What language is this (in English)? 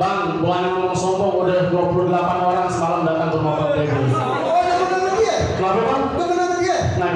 Betawi